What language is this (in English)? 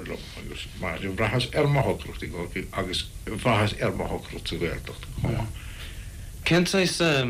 Irish